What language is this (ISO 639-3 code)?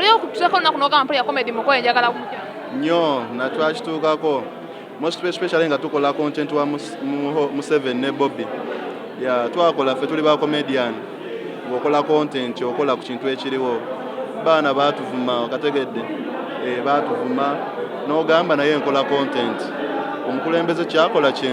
lug